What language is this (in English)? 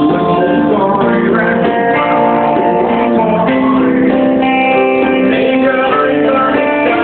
Finnish